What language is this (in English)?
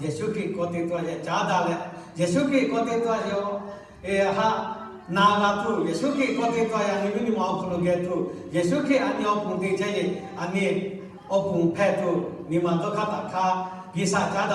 Lahu